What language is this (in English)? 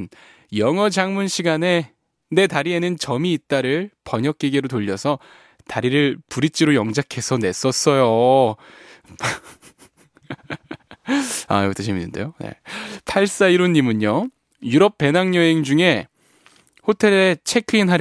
Korean